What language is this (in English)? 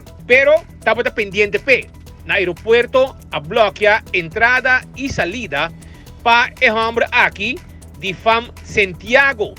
Papiamento